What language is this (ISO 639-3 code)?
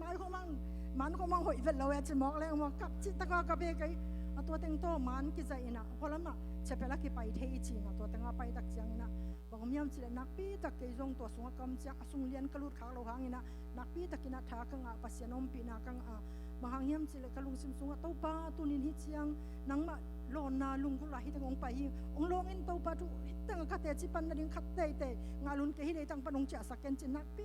ctd